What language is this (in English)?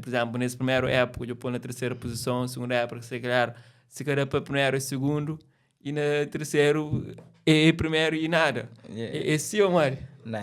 Kabuverdianu